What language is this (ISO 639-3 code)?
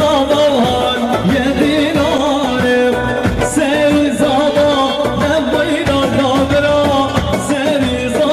kur